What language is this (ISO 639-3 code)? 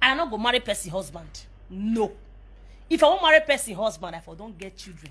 pcm